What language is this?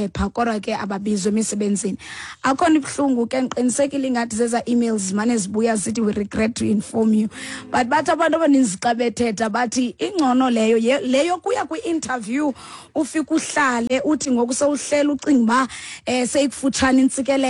Xhosa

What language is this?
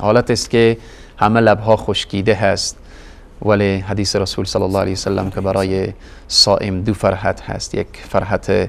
Persian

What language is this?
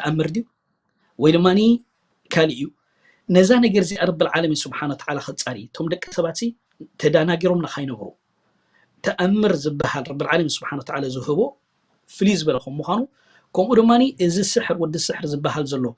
Tigrinya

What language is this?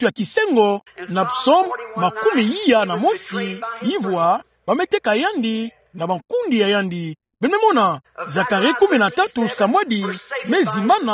Kituba (Democratic Republic of Congo)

